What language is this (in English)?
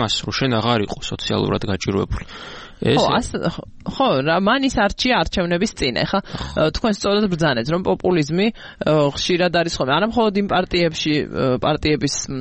Georgian